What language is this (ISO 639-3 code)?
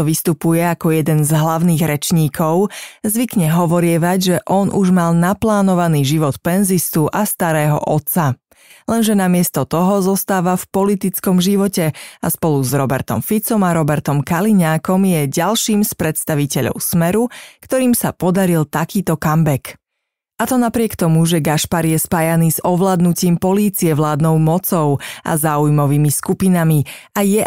slk